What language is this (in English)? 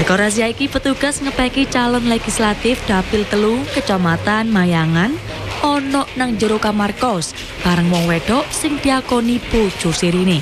Javanese